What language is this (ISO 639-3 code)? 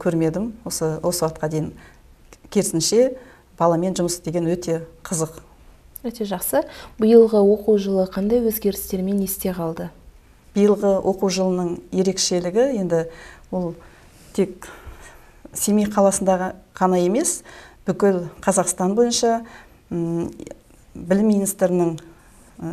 kaz